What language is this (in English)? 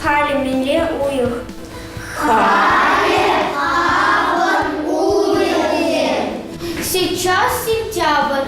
Chuvash